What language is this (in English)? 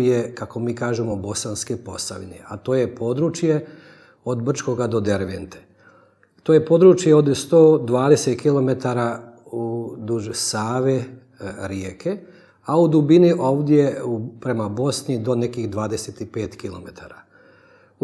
Bosnian